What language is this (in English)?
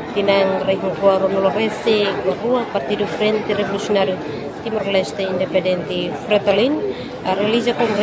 Tetum